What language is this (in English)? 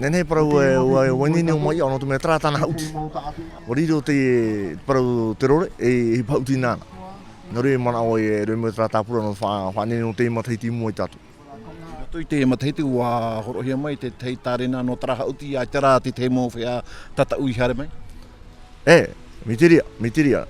Tahitian